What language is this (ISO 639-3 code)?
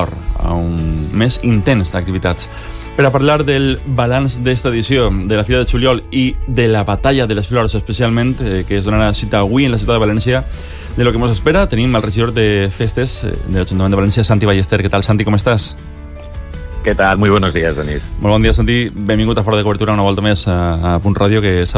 cat